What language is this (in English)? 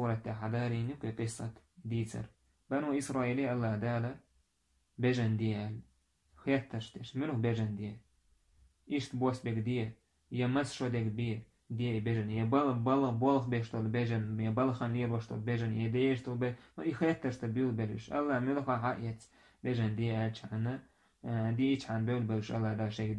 Chechen